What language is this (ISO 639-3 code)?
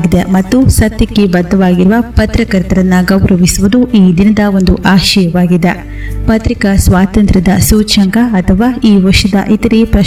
kan